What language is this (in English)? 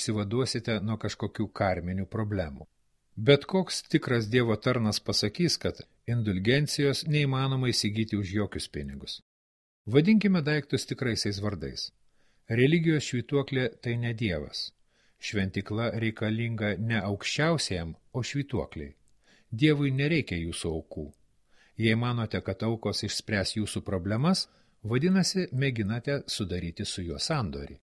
Lithuanian